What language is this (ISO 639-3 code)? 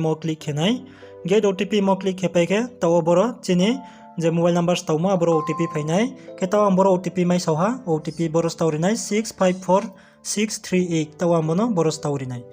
ria